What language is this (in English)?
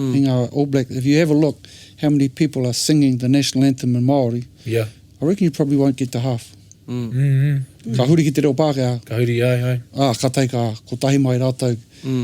Māori